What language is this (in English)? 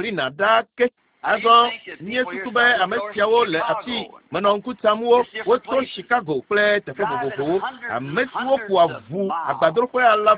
Ewe